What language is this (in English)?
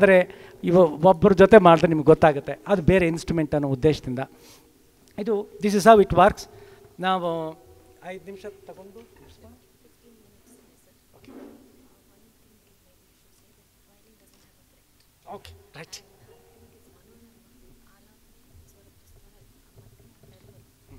Kannada